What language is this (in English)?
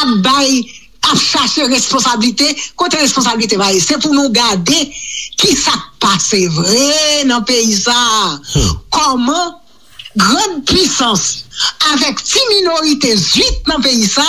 Haitian Creole